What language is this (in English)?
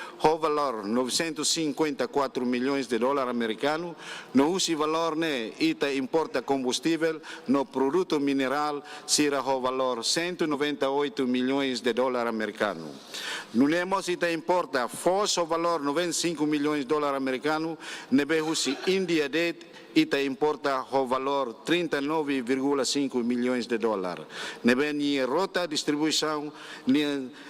Tetum